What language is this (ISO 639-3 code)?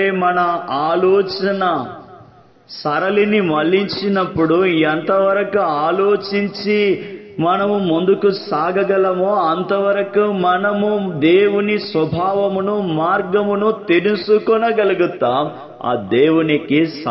tel